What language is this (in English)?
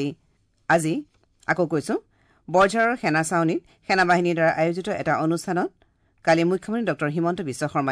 Assamese